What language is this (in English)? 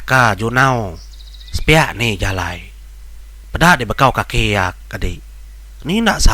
Iban